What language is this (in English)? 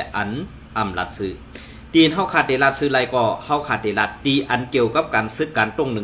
Shan